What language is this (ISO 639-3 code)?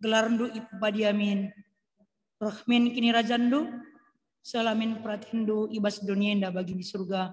btx